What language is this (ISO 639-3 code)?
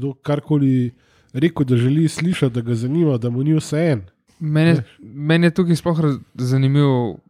slv